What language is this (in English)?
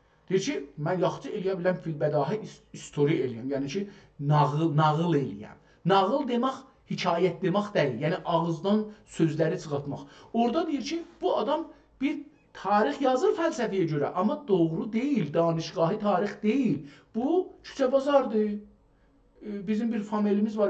South Azerbaijani